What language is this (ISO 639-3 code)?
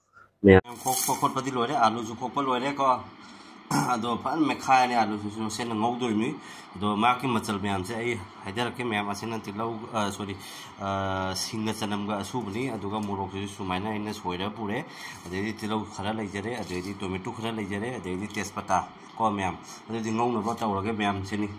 mni